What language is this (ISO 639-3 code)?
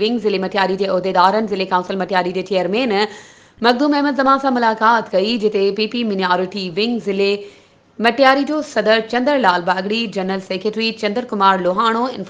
snd